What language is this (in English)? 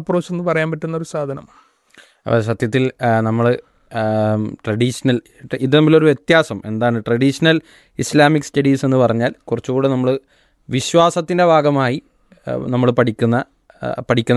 Malayalam